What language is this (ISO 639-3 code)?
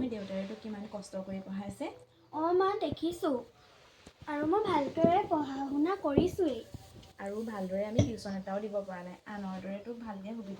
asm